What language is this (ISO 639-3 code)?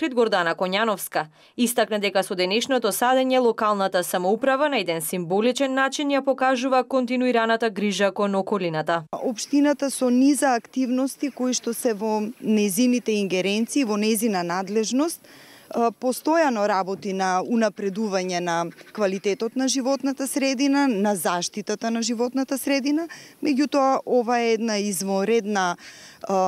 mkd